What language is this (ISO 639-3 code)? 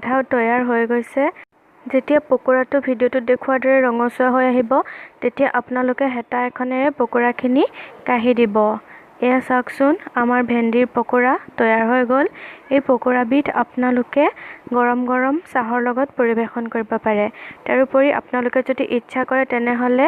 asm